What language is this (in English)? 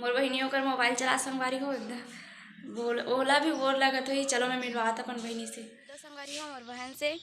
Chhattisgarhi